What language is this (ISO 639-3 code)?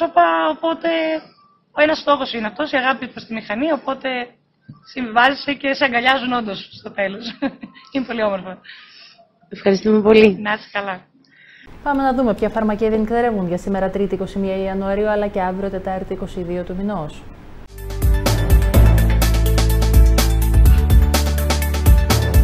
ell